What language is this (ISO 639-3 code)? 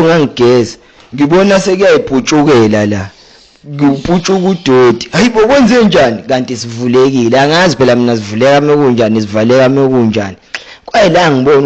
zul